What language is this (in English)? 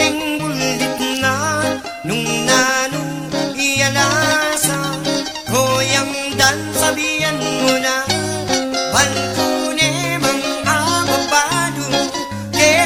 Pampanga